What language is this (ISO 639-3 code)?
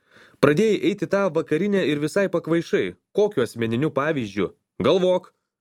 lit